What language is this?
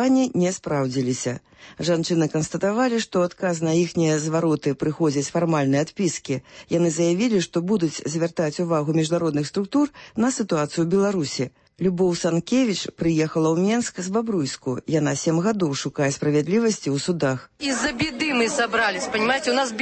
Belarusian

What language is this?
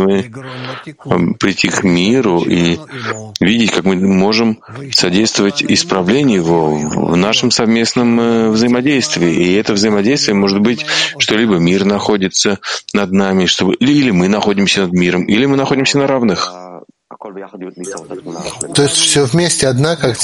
Russian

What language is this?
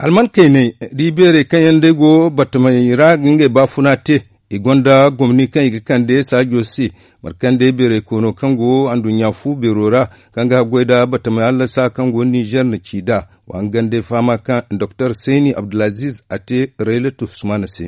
Zarma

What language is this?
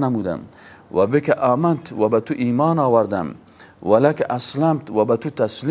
Persian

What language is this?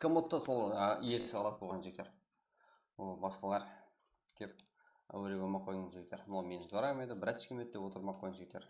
Kara-Kalpak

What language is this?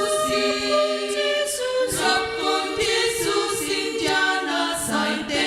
Batak Simalungun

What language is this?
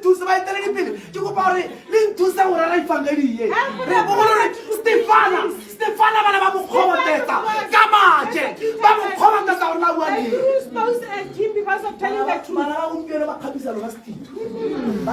Tswana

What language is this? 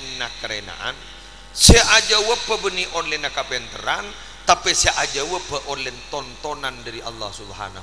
Madurese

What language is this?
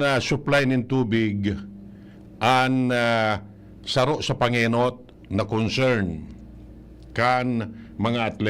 Bikol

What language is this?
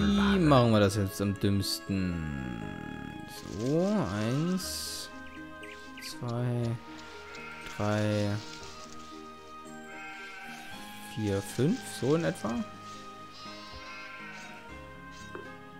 German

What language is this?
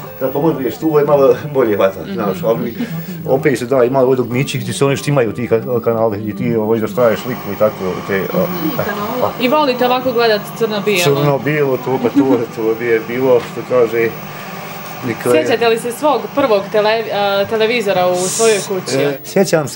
Bosnian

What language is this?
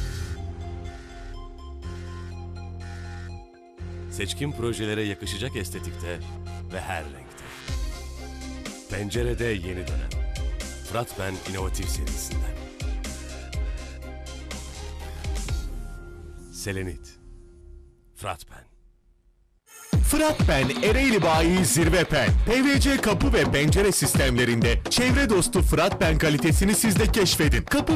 Turkish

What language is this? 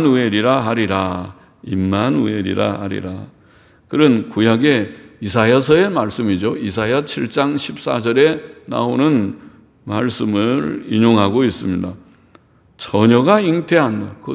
Korean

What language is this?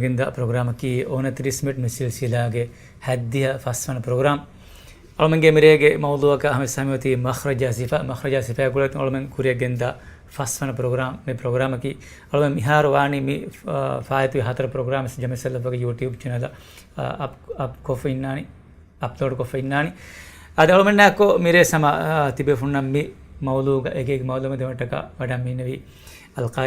Divehi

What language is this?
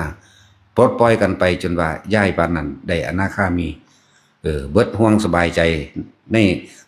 Northeastern Thai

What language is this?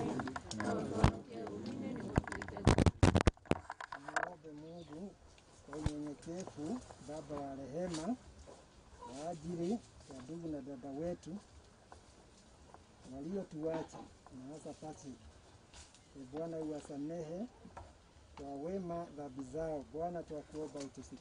Kikuyu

